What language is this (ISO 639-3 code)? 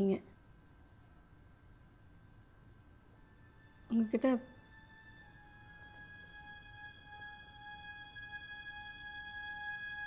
tam